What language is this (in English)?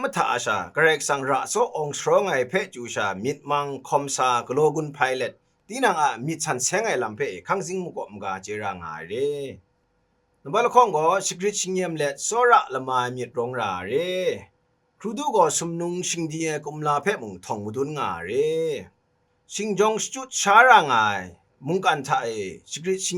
Kachin